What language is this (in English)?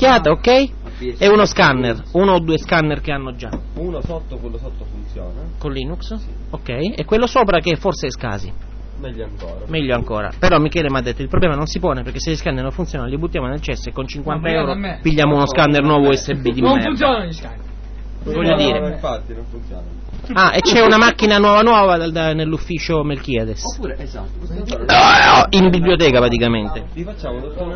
Italian